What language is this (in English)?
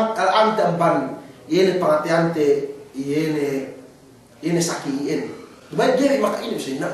Yakan